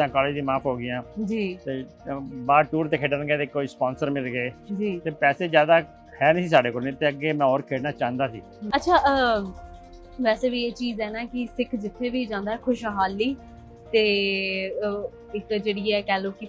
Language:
Punjabi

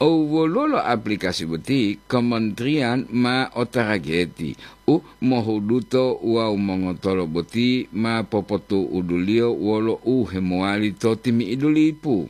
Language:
Gorontalo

